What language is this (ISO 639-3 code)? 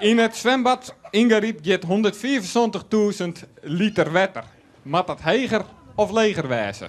fry